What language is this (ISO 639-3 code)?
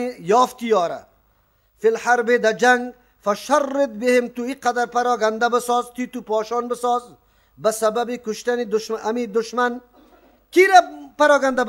fas